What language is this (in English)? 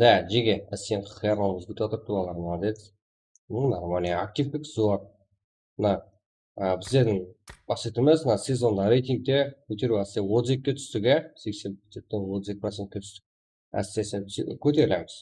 Kara-Kalpak